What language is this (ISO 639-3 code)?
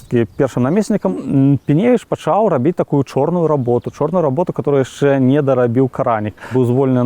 bel